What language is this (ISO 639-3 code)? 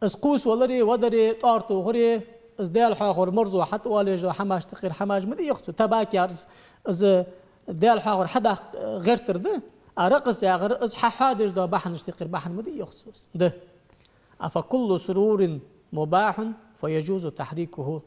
inh